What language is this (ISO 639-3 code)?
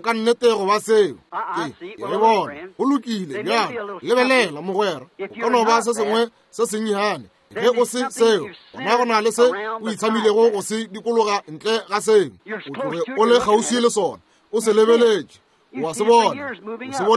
nso